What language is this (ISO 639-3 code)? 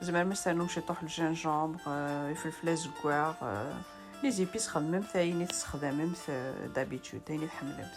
kab